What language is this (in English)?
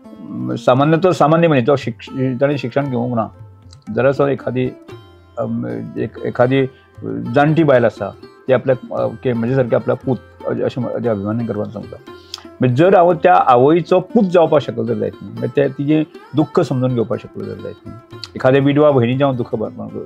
Konkani